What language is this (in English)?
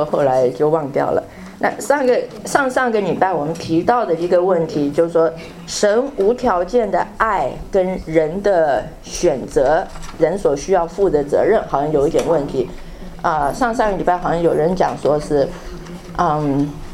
Chinese